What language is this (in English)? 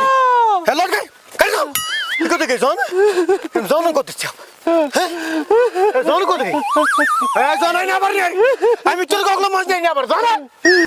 Kashmiri